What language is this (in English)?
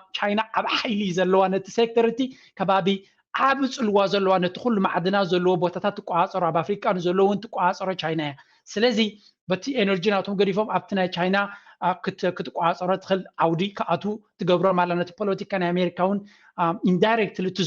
Tigrinya